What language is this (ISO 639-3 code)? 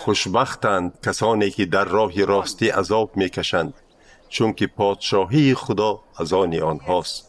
tgk